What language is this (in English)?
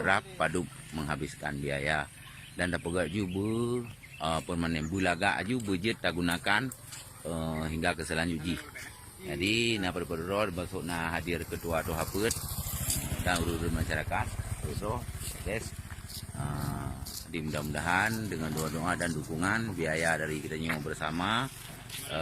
Achinese